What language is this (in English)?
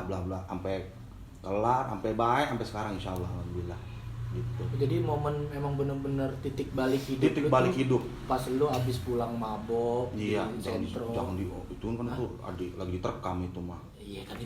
Betawi